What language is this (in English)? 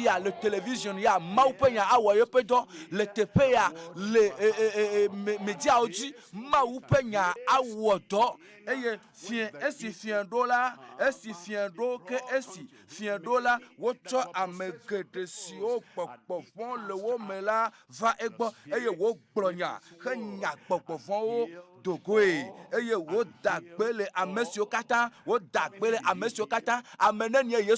Ewe